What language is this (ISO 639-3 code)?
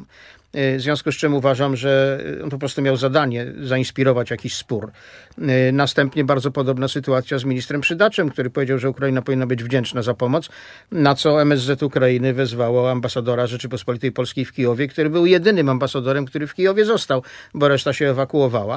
pol